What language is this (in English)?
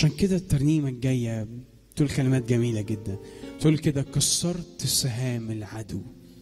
Egyptian Arabic